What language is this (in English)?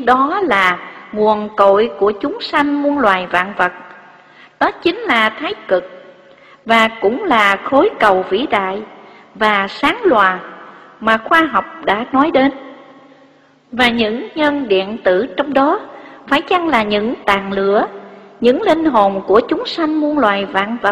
Vietnamese